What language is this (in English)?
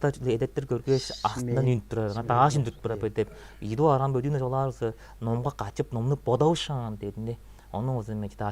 Tuvinian